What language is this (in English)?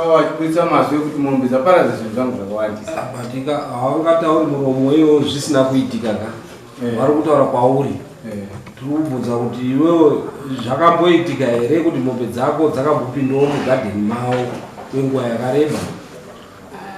Shona